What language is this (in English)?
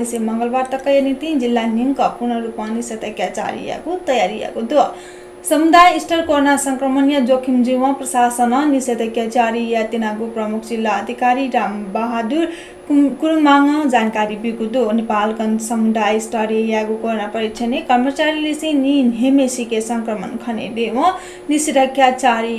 Newari